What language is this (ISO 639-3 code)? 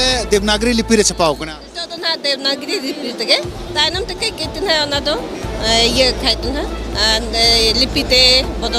sat